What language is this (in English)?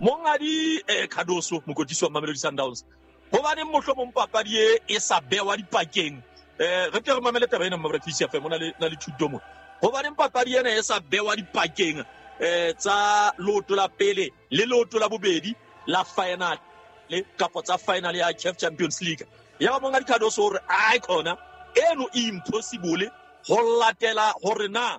Southern Sotho